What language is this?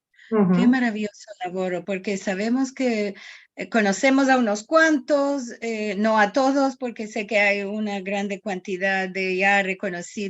Ladino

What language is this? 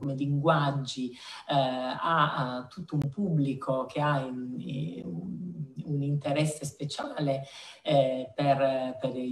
Italian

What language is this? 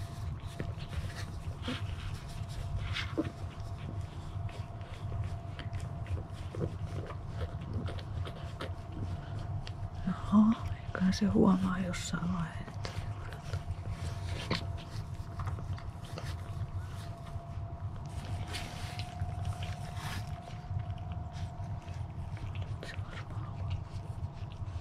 Finnish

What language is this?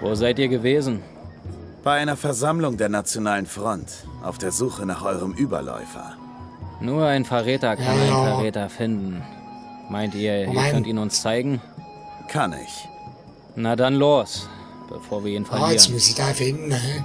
Swiss German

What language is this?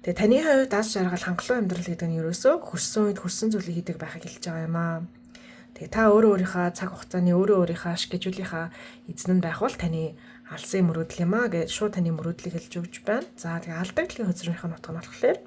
Mongolian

